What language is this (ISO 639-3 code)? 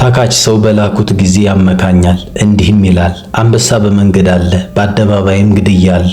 amh